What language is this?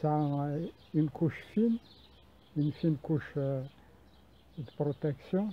Kabyle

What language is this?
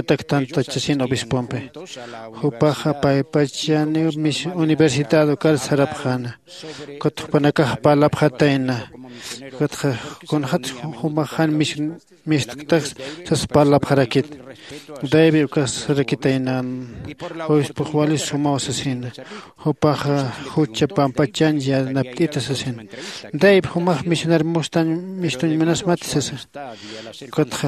Aymara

